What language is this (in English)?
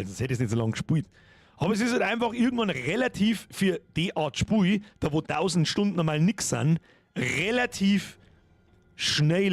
Bavarian